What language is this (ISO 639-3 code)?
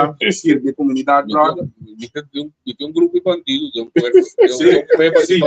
pap